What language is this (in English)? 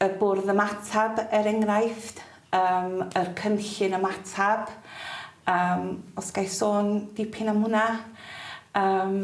Welsh